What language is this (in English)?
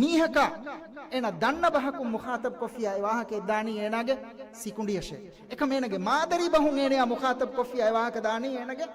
Divehi